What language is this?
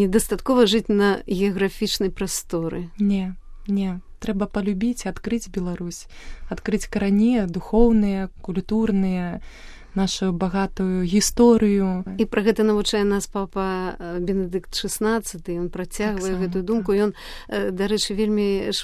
Belarusian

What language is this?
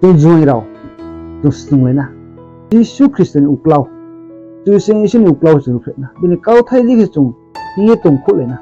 Riang (India)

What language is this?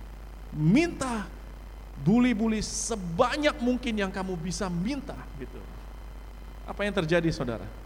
Indonesian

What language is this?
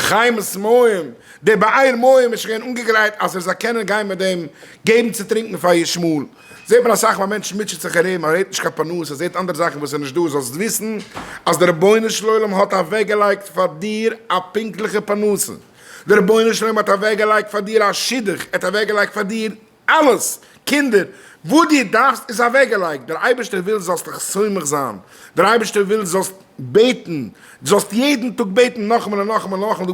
Yiddish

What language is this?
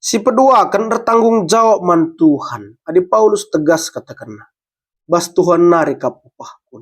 Batak Karo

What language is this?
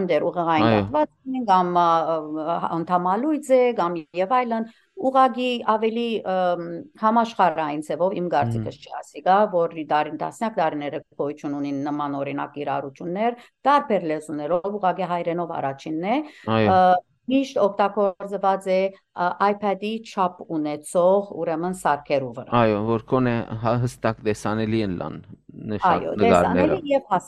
Western Armenian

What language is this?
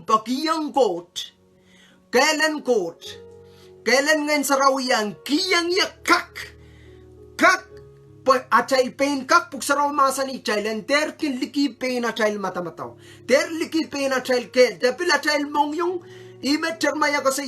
Pohnpeian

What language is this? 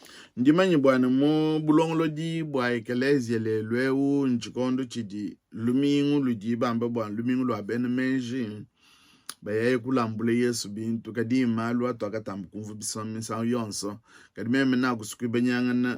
Luba-Lulua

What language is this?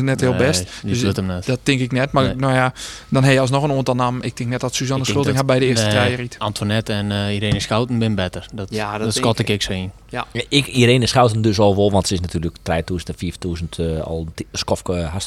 Western Frisian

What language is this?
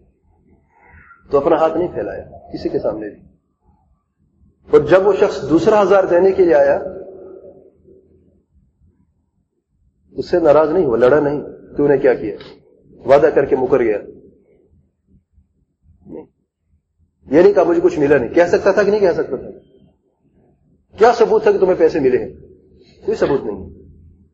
Urdu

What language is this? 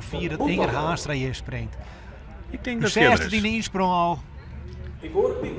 Western Frisian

